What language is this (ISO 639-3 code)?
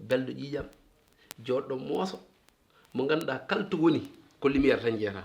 ful